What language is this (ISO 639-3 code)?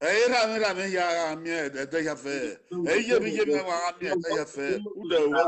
bin